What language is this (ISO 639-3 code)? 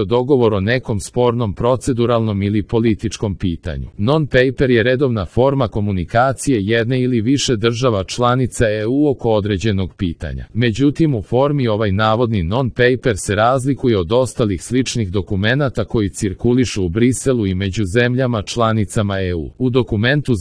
srp